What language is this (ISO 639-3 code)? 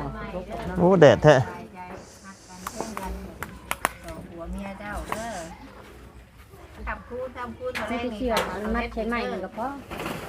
lao